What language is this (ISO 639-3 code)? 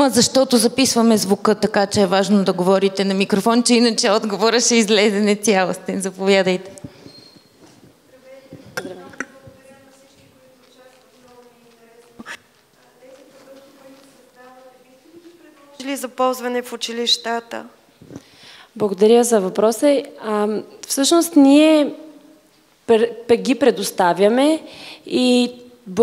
bul